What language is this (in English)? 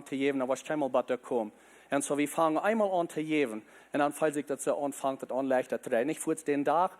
Plautdietsch